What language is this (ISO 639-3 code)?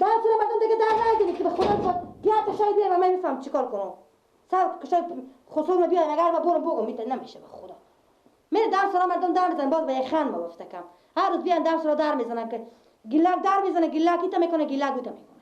fas